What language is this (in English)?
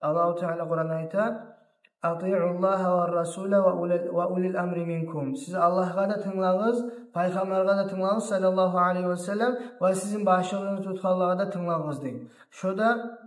Kumyk